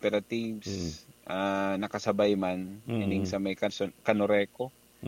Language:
Bikol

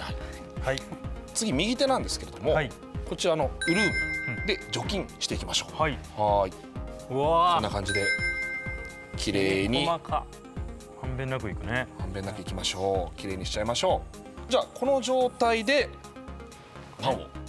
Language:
Japanese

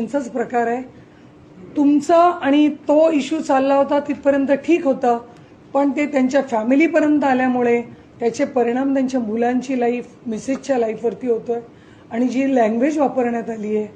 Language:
Marathi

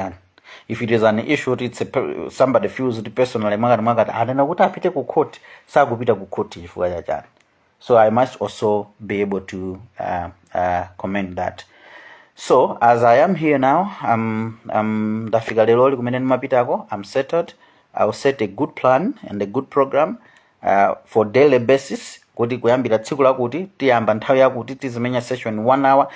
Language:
Nyanja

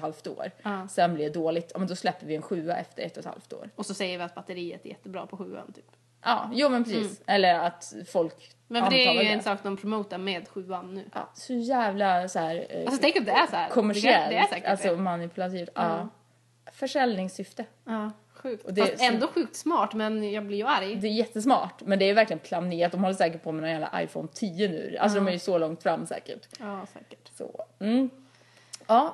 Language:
Swedish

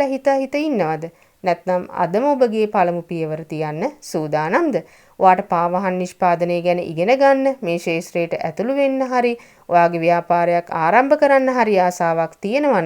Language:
Sinhala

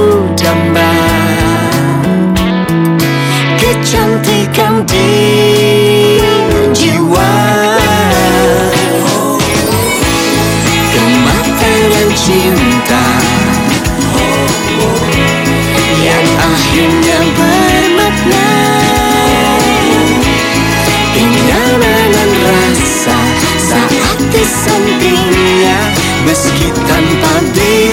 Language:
Indonesian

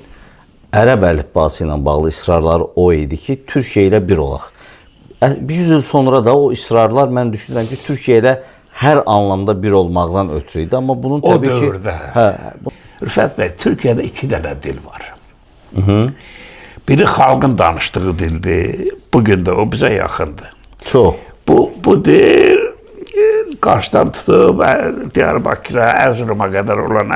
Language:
South Azerbaijani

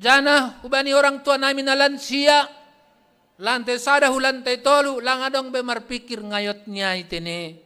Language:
Batak Simalungun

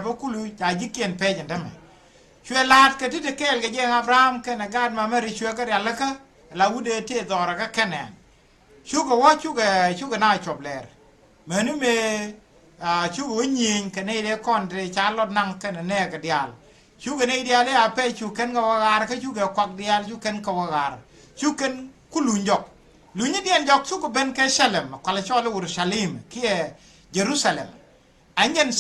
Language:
Nuer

